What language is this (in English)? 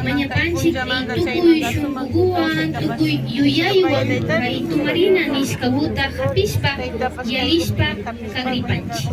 Imbabura Highland Quichua